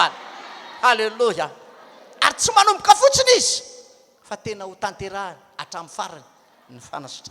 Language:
Malagasy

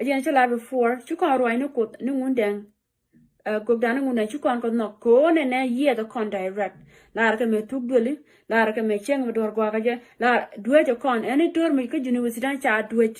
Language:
Nuer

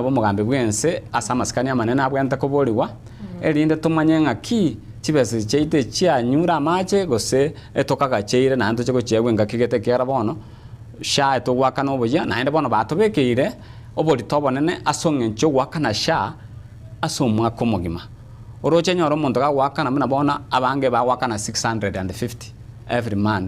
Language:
Gusii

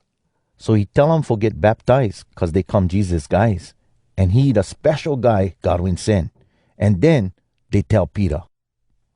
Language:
Hawai'i Creole English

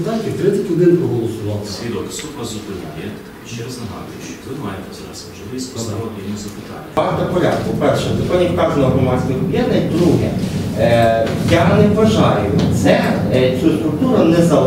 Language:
Ukrainian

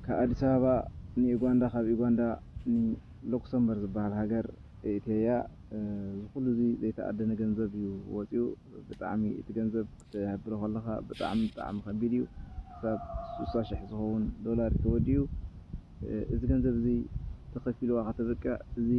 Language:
Tigrinya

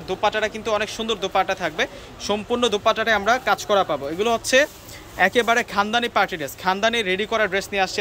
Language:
Bangla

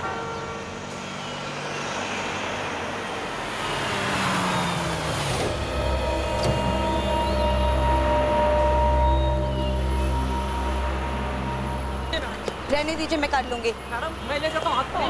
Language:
Hindi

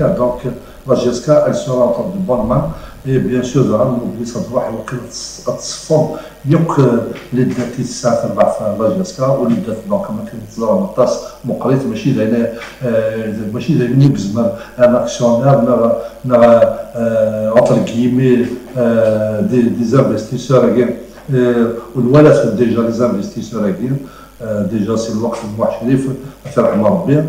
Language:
Kabyle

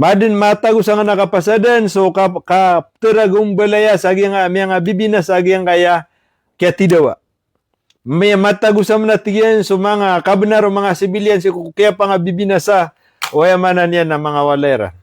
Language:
Maranao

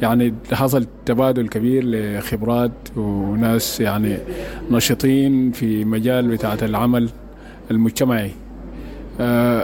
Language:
Sudanese Arabic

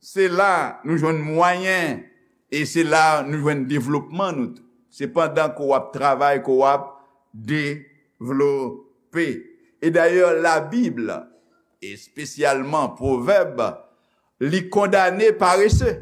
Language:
Haitian Creole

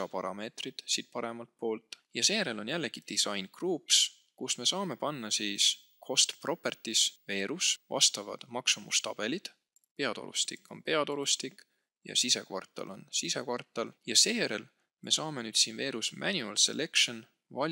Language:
Estonian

